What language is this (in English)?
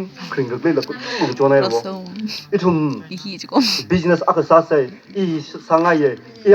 Tangkhul Naga (India)